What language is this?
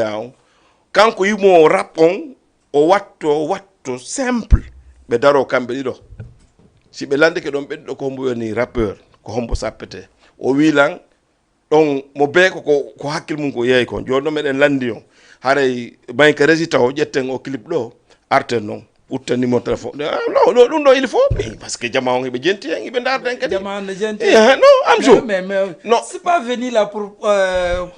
Fula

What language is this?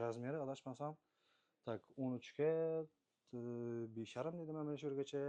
Uzbek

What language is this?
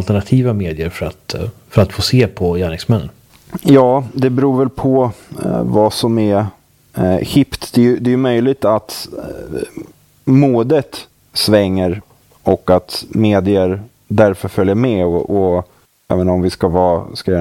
Swedish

